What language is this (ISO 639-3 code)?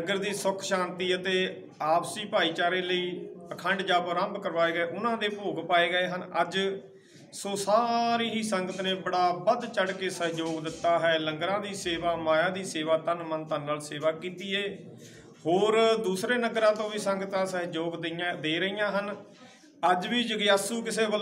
pan